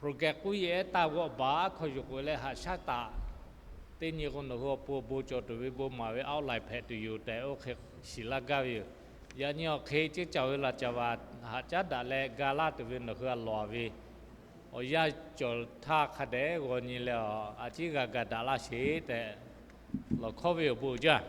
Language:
Lahu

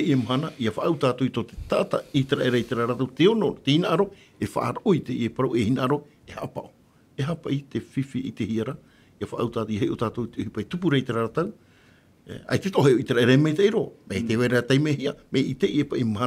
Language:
Tahitian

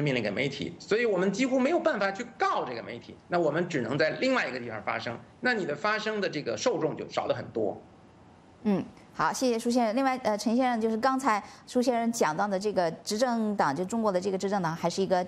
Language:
Chinese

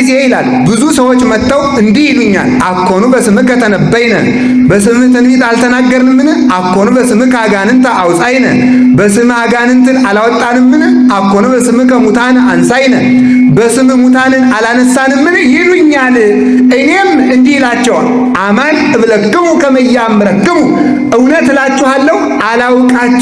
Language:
Amharic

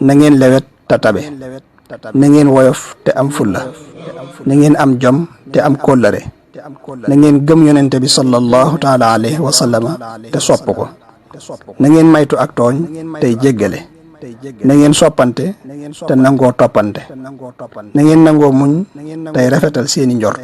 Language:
Wolof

